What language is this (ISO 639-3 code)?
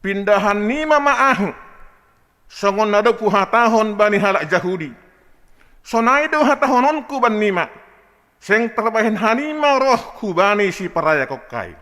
bts